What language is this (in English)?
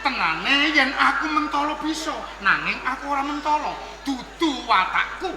Javanese